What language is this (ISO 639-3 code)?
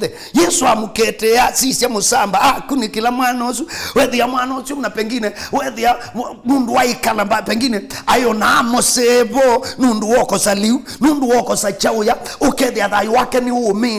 kam